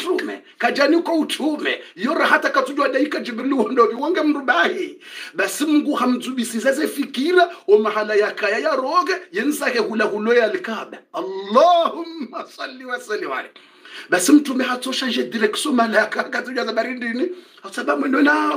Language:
Swahili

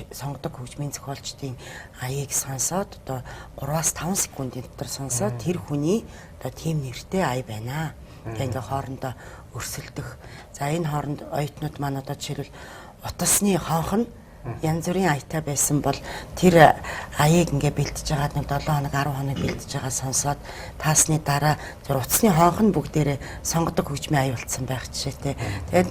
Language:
Mongolian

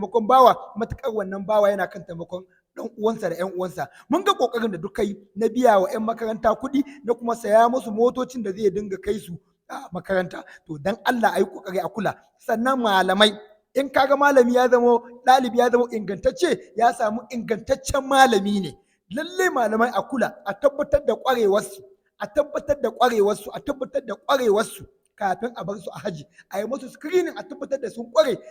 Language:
Hausa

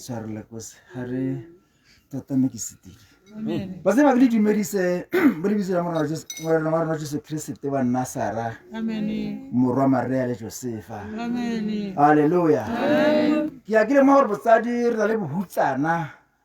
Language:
Tswana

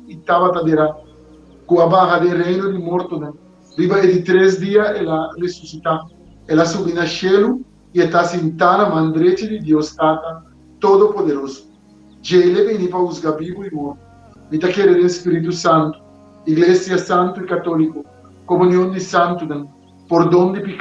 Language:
Papiamento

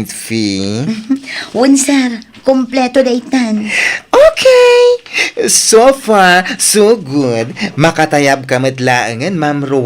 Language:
Iloko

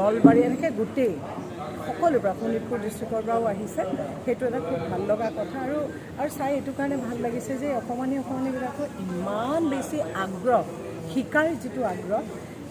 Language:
Assamese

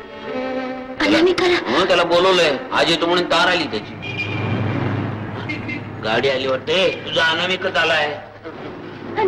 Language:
Marathi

